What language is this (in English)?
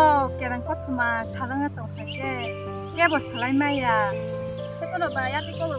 Kok Borok